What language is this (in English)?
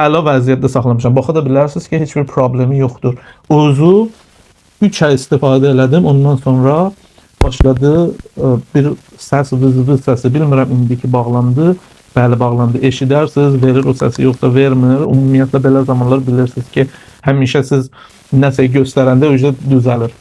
Azerbaijani